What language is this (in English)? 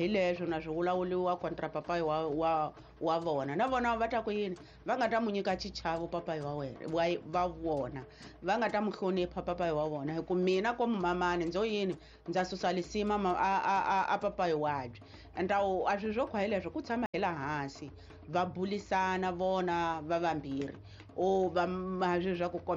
Tsonga